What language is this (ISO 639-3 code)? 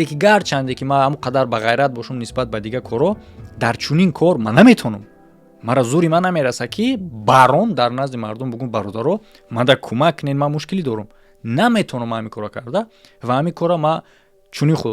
tgk